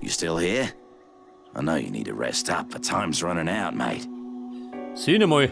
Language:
Bavarian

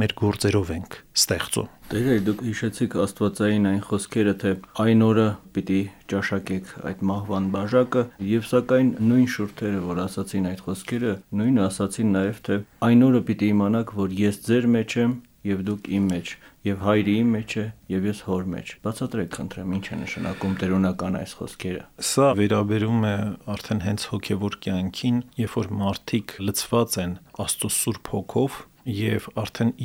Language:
Armenian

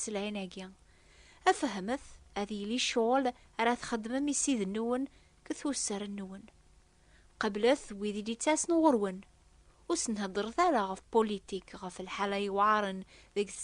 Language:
Kabyle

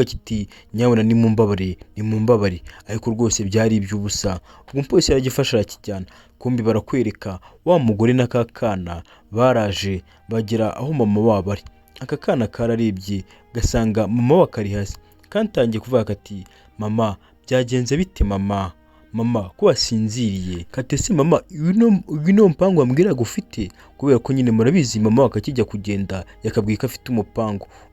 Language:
Kinyarwanda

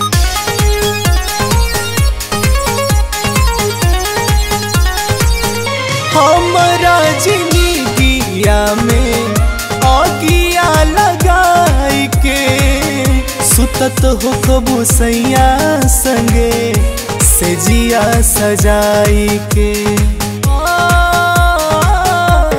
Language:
Bhojpuri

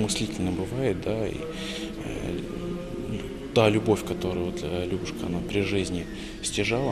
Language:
Russian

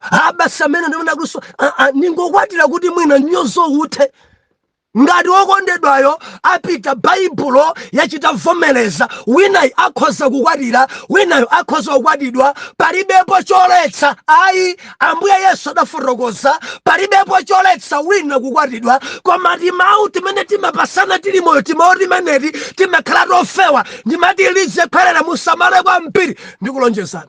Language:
Nyanja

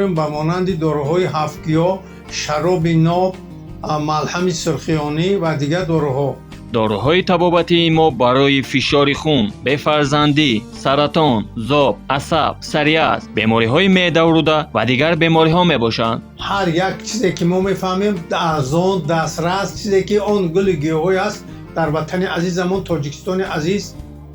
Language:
Tajik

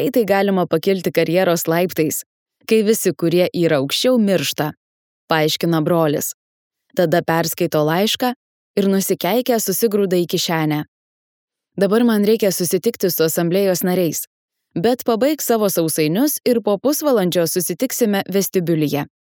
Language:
Lithuanian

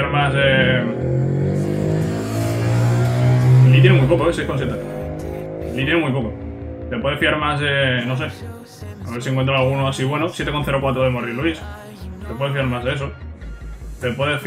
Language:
Spanish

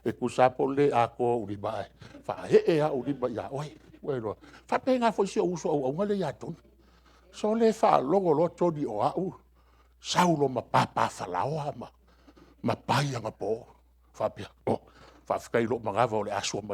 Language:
Samoan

